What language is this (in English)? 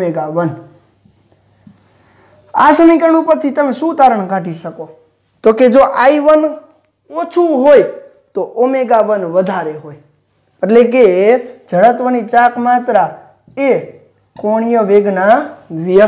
Gujarati